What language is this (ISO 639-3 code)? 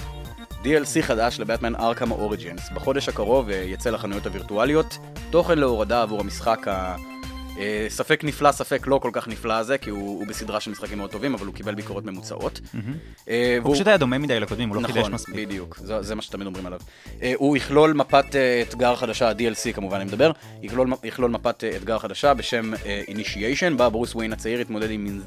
heb